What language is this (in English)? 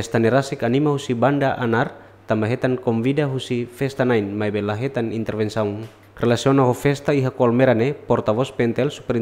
Tetum